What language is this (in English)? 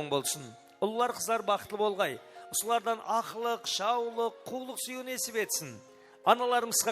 Kara-Kalpak